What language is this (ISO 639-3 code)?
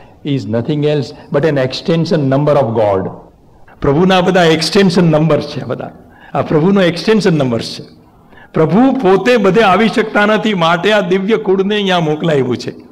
guj